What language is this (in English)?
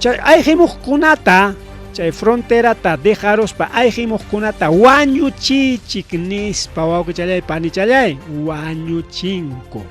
Ayacucho Quechua